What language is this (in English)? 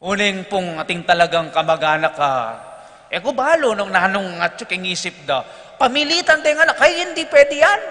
Pampanga